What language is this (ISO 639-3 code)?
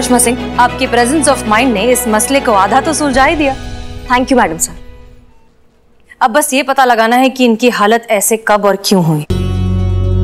hin